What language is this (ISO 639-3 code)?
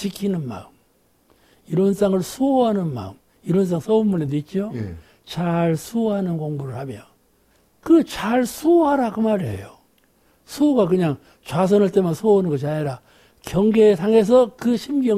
kor